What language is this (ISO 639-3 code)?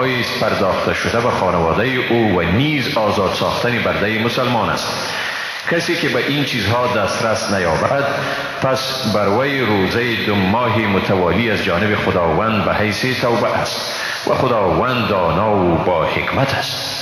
fas